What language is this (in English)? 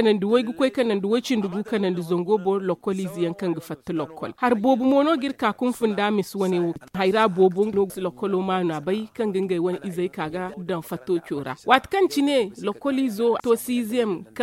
Zarma